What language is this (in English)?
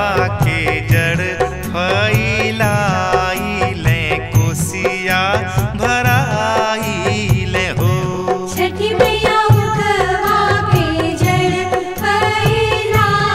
Bhojpuri